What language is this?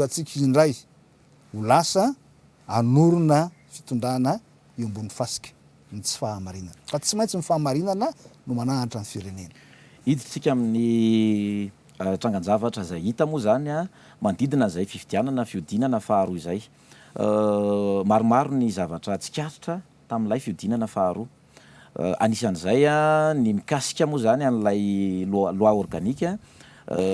Malagasy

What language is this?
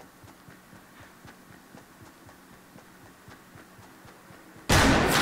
Hungarian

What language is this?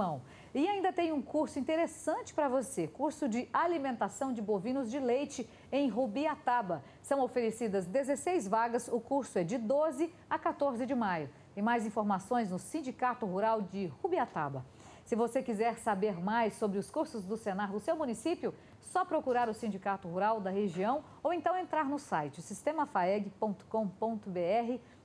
Portuguese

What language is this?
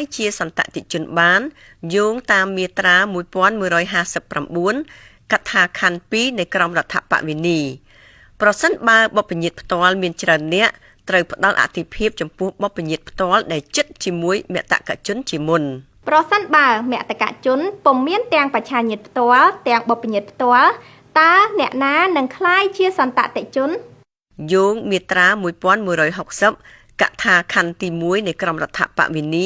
Khmer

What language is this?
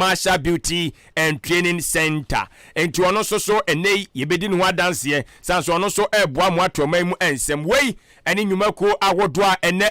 Akan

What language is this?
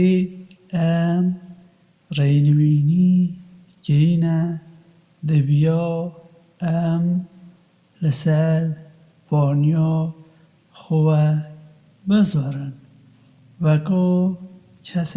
Kurdish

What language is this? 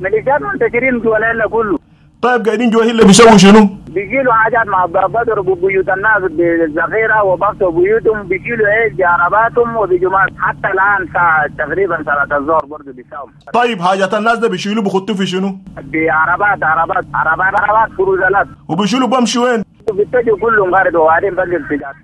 Sudanese Arabic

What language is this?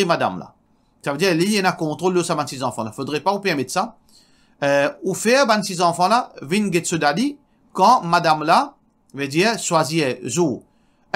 Morisyen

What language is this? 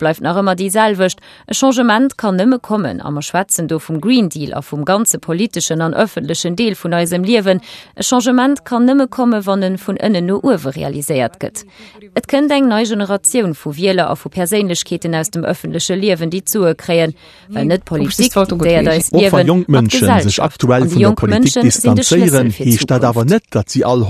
Luxembourgish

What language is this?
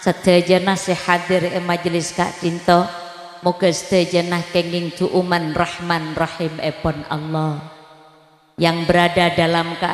Madurese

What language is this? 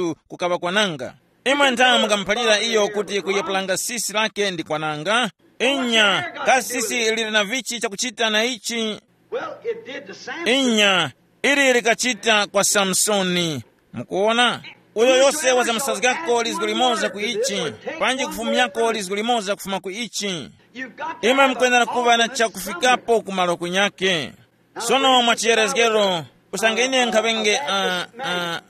Tumbuka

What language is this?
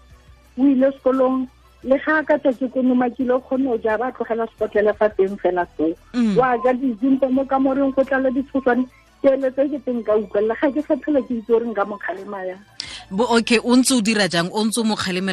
Tswana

